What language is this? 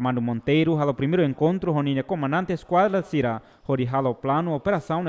Tetum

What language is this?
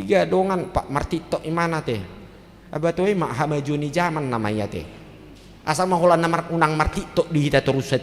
Batak Toba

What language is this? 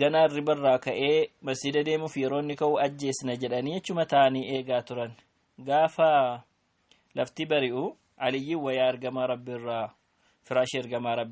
Oromo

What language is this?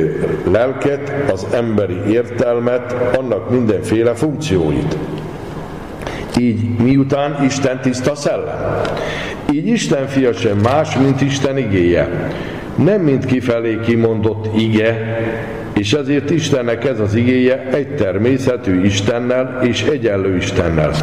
Hungarian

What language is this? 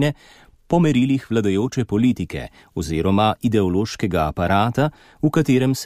Slovenian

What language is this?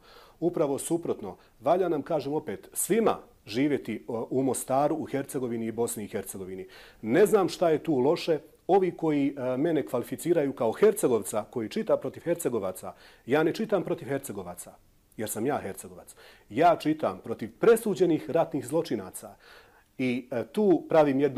Bosnian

